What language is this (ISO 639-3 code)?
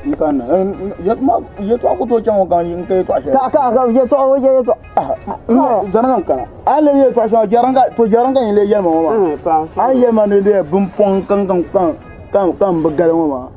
dag